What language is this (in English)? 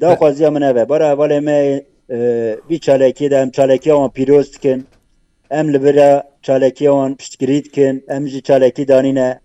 Kurdish